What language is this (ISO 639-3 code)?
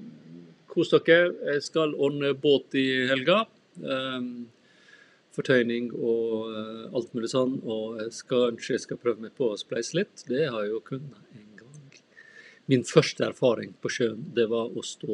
nor